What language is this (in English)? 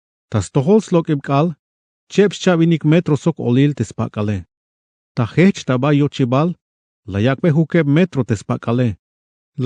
Tzeltal